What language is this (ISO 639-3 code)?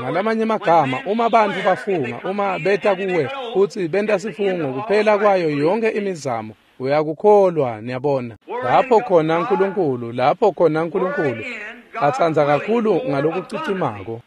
ssw